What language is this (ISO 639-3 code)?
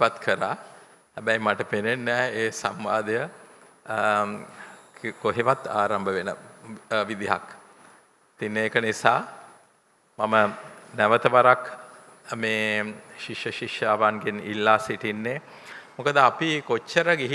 sin